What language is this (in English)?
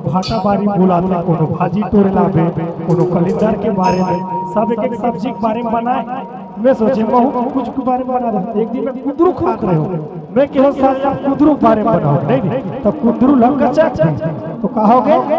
Chhattisgarhi